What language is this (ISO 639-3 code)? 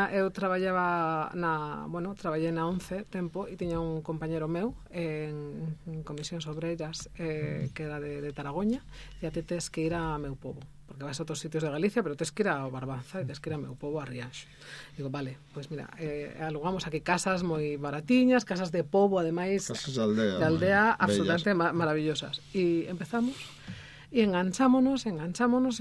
glg